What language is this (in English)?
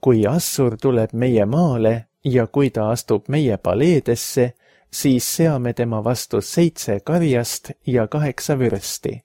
Estonian